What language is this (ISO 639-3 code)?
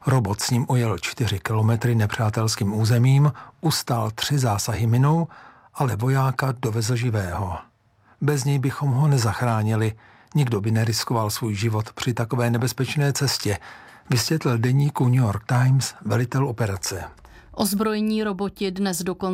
ces